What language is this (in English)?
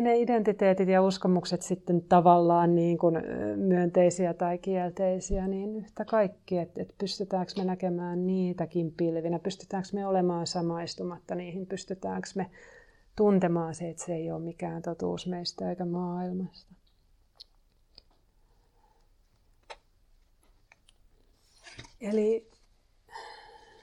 Finnish